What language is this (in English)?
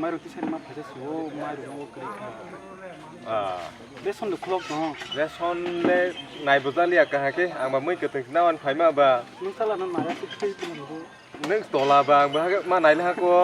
Kok Borok